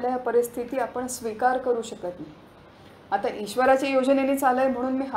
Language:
Marathi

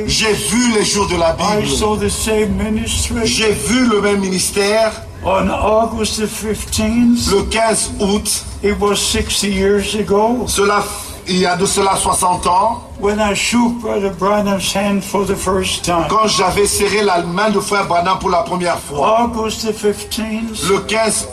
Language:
French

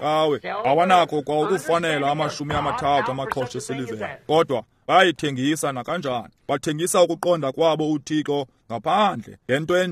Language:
Xhosa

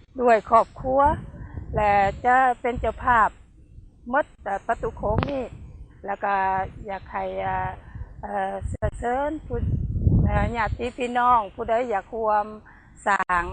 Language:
Lao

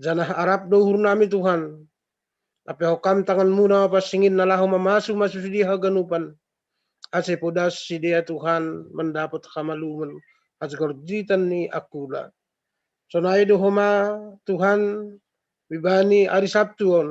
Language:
Batak Simalungun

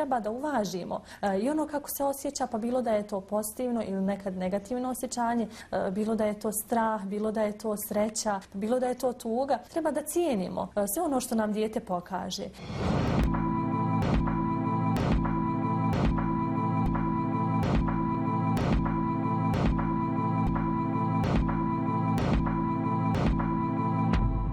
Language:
Bosnian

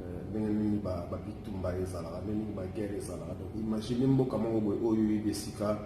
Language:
Lingala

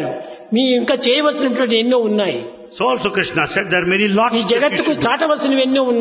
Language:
Telugu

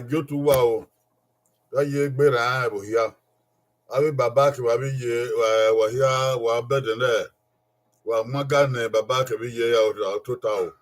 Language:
Bini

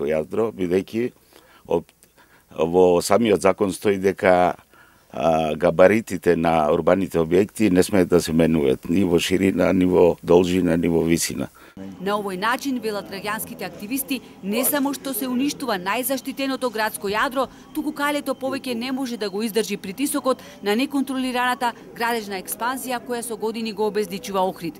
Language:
Macedonian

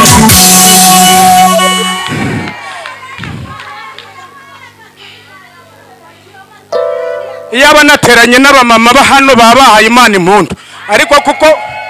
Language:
Kinyarwanda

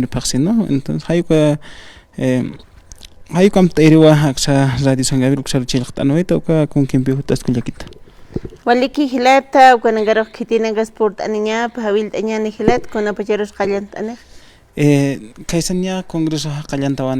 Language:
Aymara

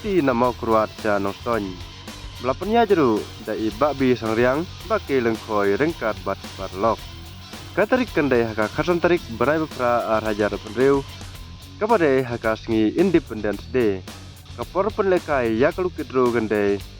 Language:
Khasi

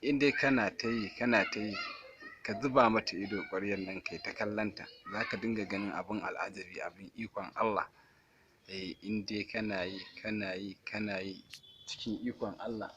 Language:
Hausa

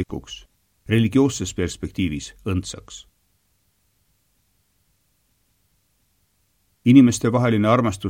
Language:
Estonian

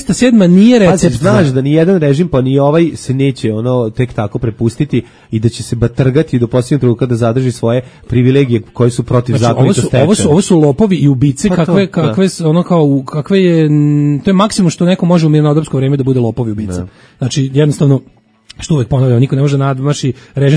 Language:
Serbian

